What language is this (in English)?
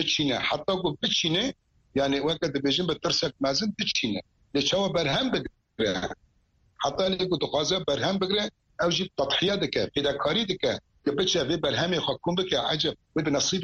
Kurdish